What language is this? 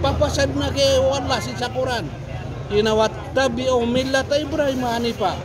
Maranao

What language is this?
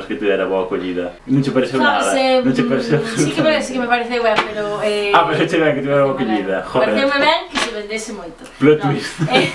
Galician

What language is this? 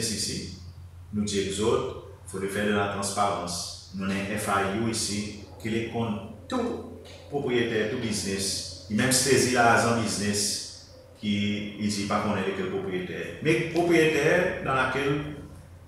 Seselwa Creole French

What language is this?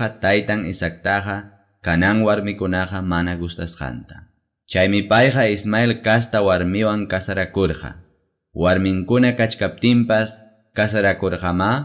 Ayacucho Quechua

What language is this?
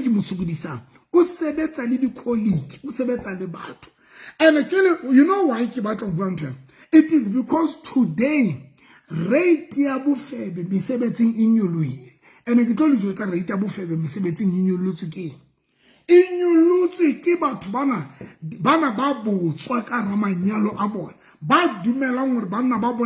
Southern Sotho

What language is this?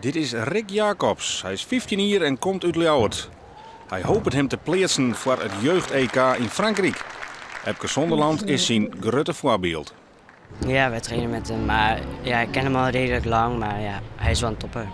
Western Frisian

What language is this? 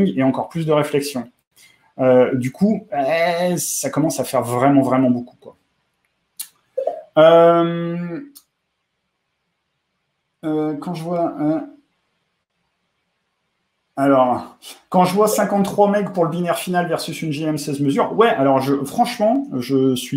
French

